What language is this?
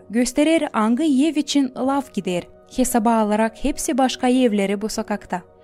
Gagauz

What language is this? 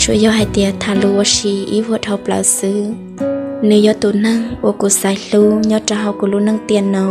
Hmong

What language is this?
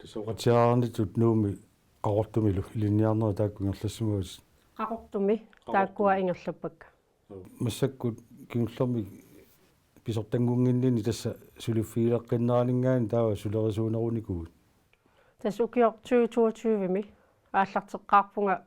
Kalaallisut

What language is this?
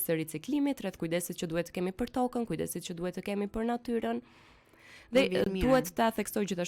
Albanian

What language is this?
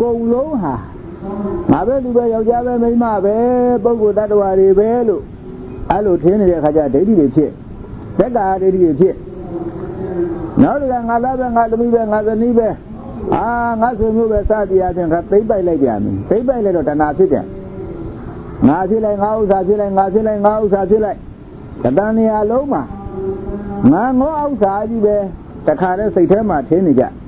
Burmese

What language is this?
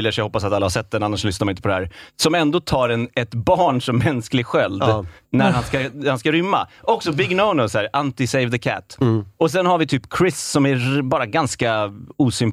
Swedish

